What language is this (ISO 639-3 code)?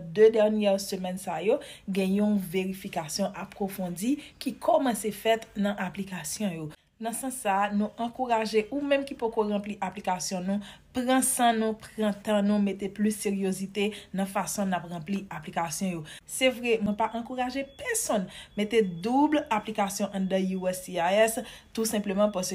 hat